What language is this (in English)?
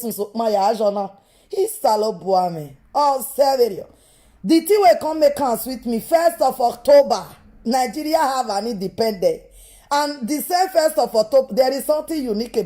Nigerian Pidgin